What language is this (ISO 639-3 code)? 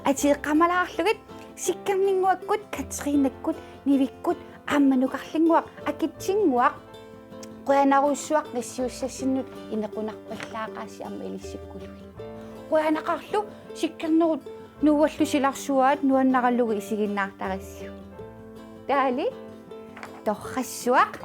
kal